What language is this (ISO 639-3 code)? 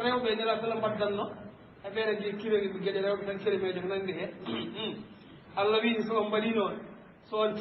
ful